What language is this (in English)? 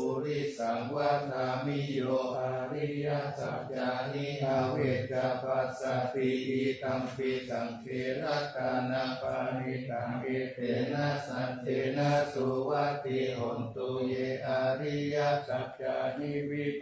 Pali